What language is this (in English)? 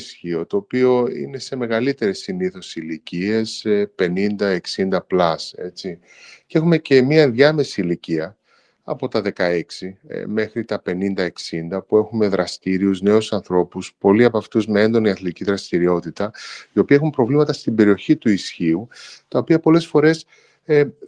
Greek